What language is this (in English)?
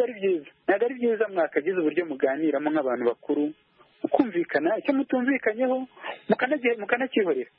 Kinyarwanda